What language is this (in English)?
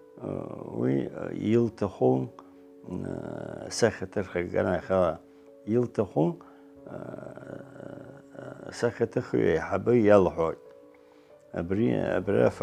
Abkhazian